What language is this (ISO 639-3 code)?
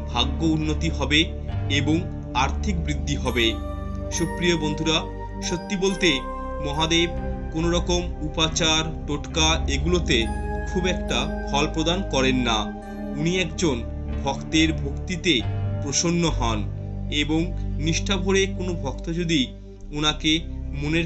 ben